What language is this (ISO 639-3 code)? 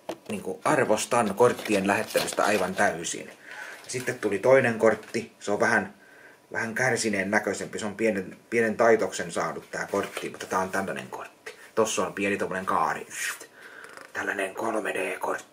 fin